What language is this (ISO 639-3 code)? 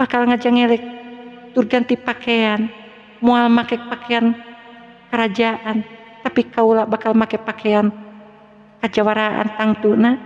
sun